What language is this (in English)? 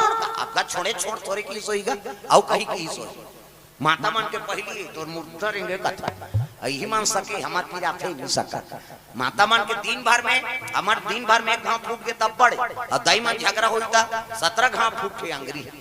Chhattisgarhi